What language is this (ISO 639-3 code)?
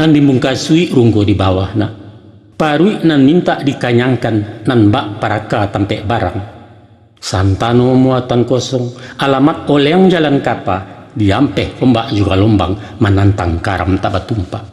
min